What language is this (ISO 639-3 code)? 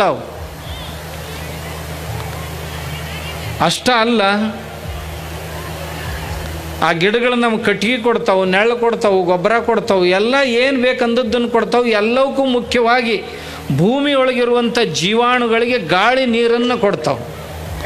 kan